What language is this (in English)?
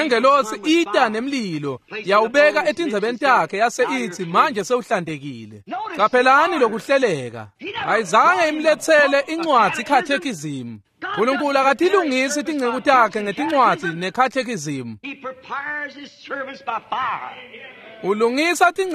Swati